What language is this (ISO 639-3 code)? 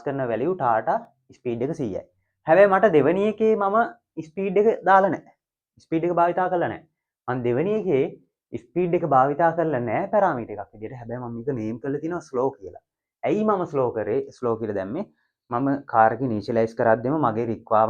sin